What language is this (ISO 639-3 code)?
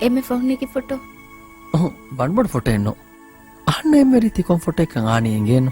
div